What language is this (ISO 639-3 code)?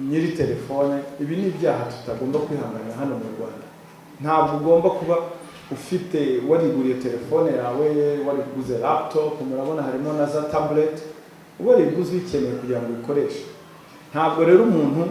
kin